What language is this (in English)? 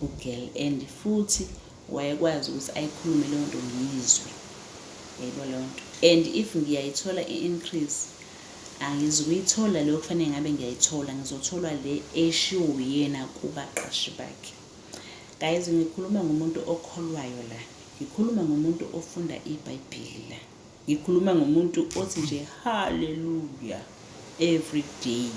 Zulu